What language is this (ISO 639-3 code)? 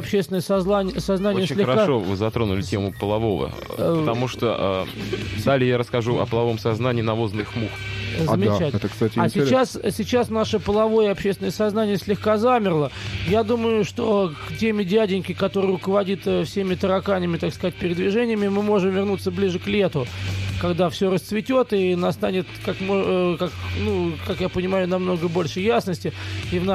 rus